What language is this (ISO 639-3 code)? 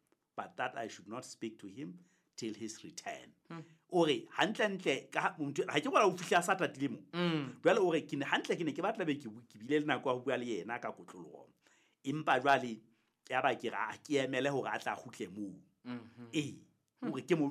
sot